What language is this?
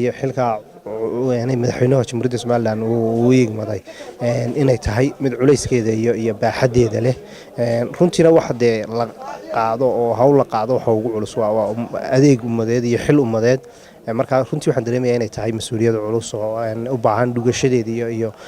Somali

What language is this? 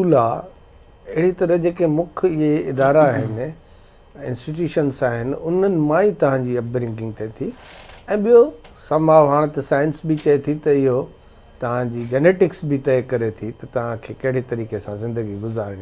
Sindhi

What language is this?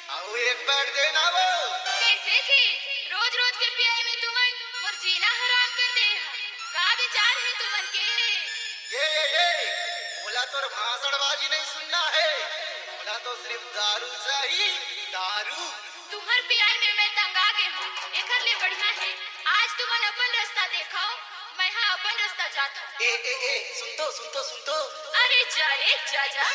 Chhattisgarhi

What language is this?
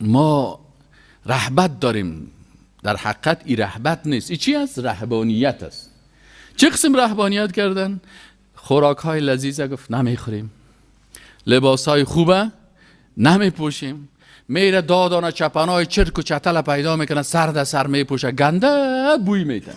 Persian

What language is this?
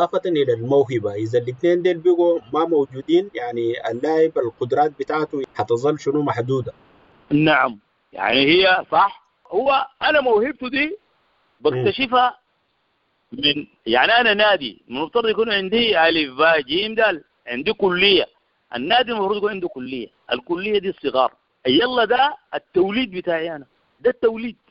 Sudanese Arabic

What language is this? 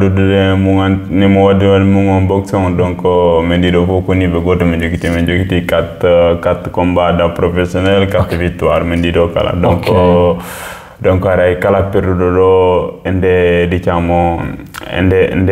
Fula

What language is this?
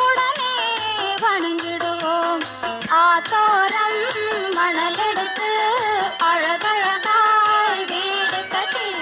Tamil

